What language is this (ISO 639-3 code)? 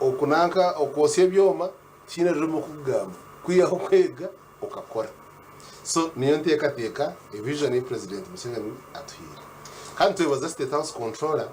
nyn